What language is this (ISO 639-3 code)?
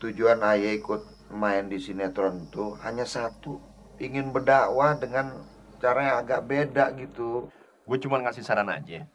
bew